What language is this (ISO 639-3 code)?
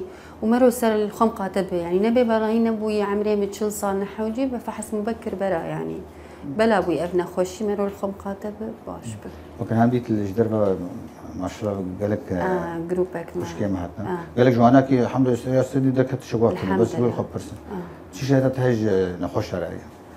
kur